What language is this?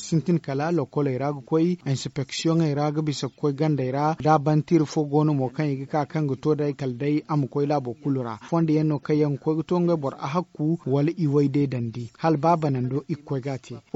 Zarma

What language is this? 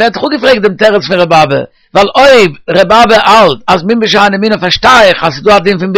Yiddish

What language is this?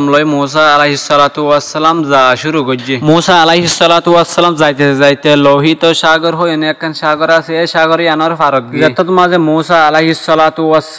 Rohingya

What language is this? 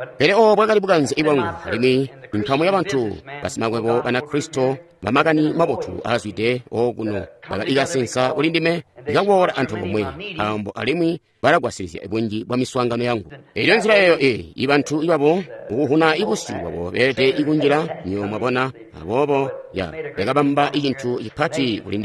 Tonga (Zambia)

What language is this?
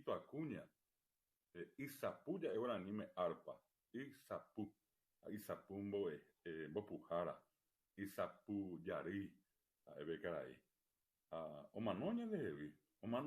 Guarani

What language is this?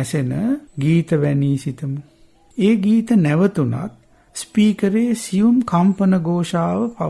Sinhala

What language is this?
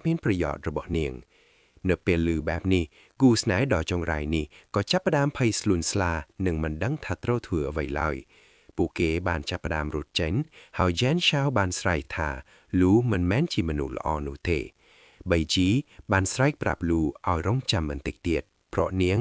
Khmer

